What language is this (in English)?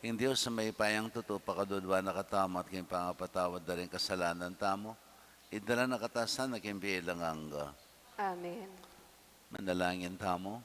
Pampanga